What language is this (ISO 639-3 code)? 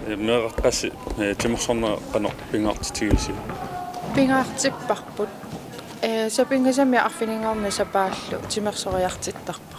kal